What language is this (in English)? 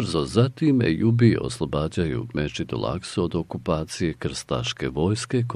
Bosnian